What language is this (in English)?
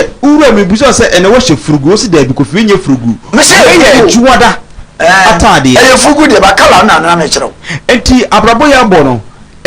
Akan